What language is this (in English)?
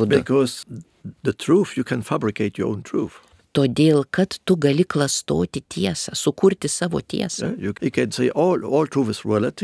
Lithuanian